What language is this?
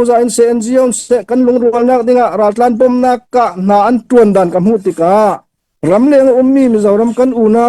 Hakha Chin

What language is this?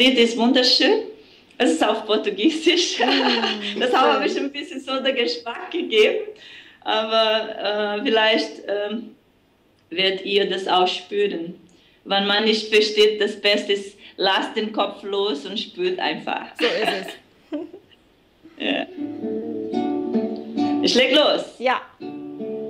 German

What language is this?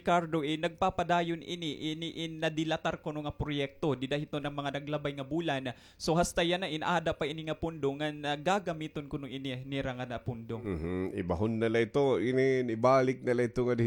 Waray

